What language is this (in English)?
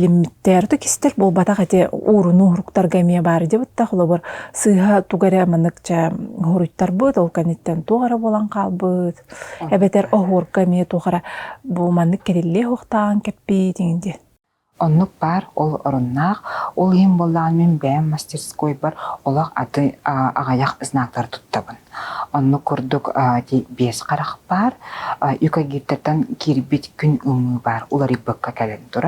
Yakut